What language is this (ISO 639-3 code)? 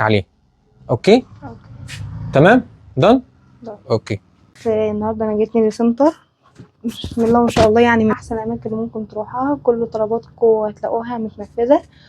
arz